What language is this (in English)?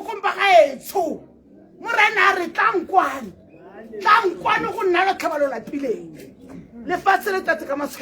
Tswana